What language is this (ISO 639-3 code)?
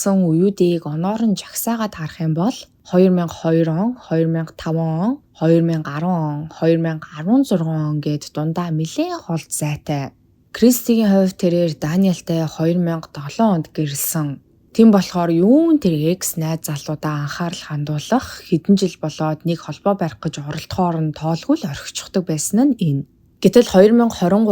mon